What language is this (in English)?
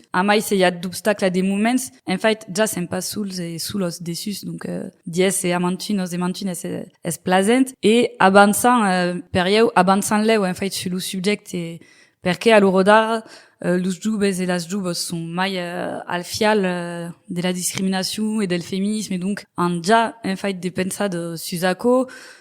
Occitan